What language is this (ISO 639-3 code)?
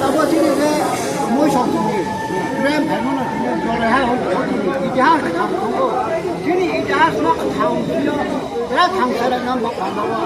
ria